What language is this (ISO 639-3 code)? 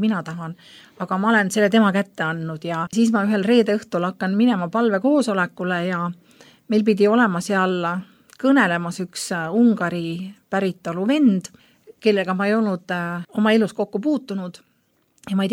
est